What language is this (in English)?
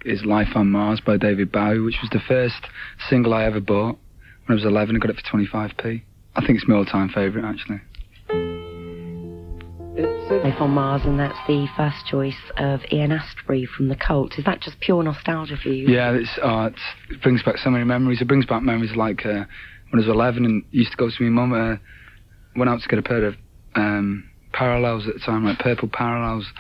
English